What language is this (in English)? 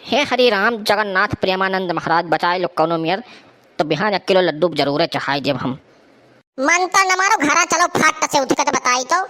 Awadhi